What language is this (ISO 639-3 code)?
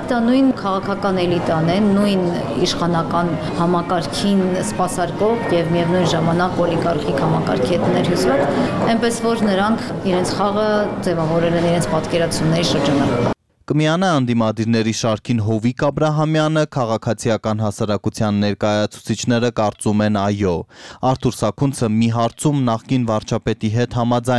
hye